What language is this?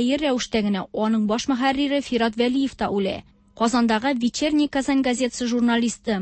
Tatar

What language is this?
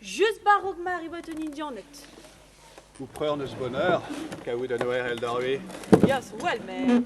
Breton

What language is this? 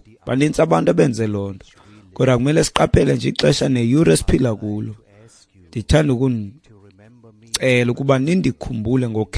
Xhosa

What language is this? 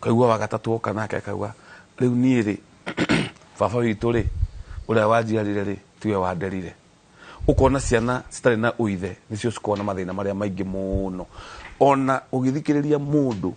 Kikuyu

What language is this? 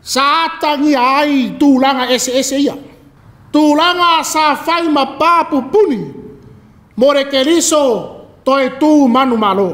Samoan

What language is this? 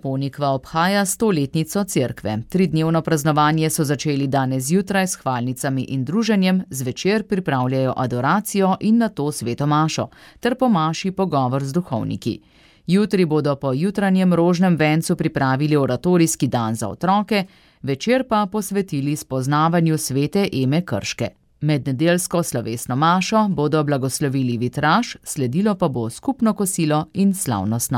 Slovenian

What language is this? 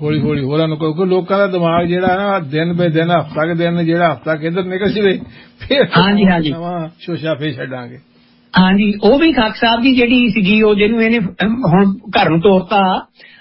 Punjabi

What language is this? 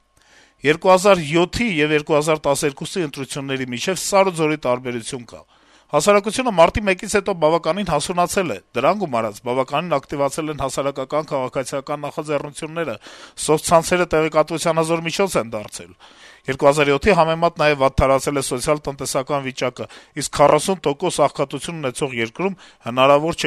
Armenian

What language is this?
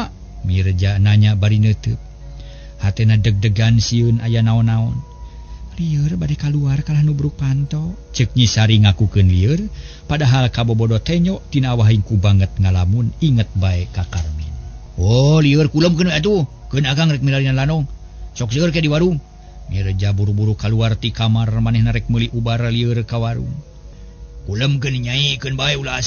Sundanese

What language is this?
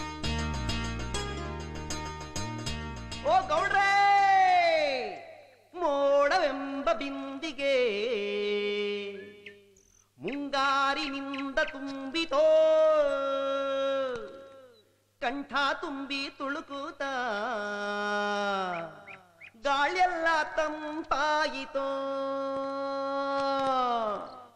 Kannada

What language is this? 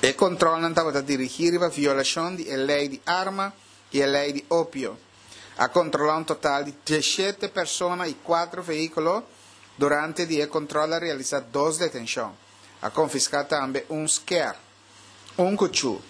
Papiamento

